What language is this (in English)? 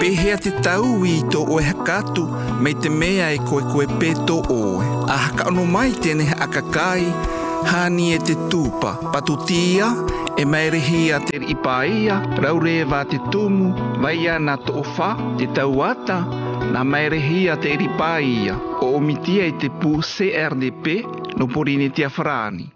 South Marquesan